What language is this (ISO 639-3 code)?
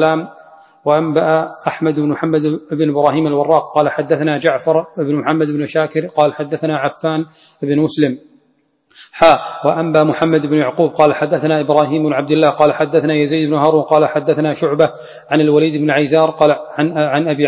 ara